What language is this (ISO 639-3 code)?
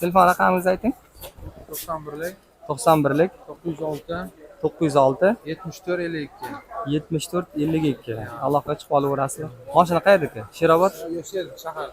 uzb